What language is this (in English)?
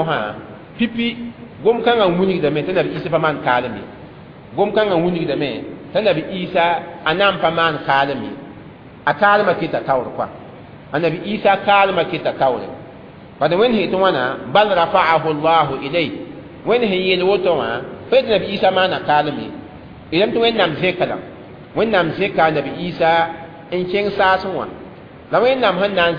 Mossi